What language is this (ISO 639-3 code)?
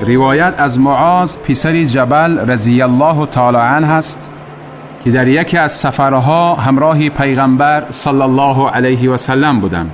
tgk